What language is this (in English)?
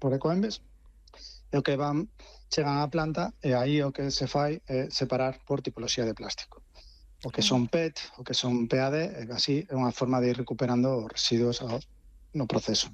Galician